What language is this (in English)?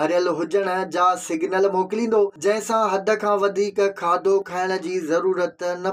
Sindhi